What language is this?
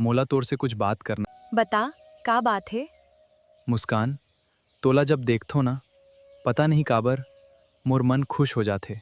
Chhattisgarhi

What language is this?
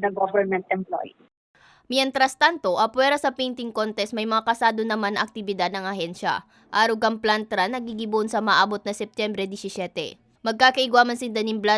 Bikol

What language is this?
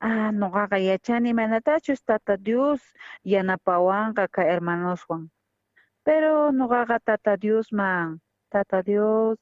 South Bolivian Quechua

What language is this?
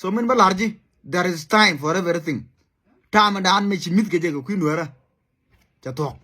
Nuer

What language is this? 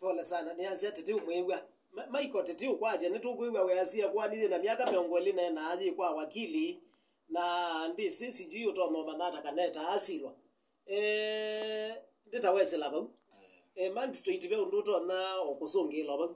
Kamba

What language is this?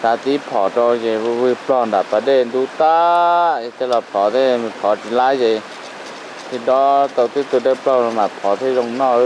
Hmong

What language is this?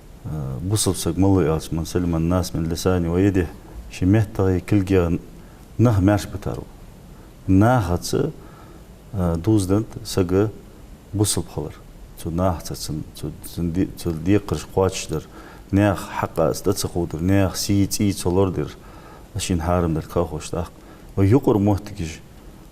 Ingush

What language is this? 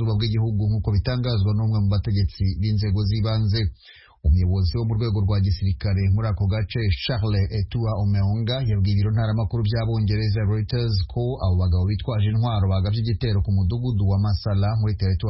Kinyarwanda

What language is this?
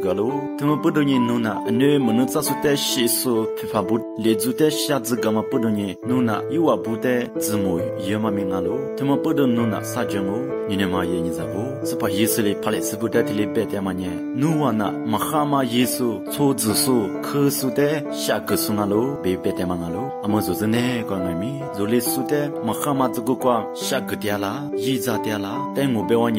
Lisu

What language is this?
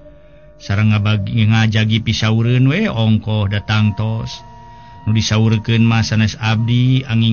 Sundanese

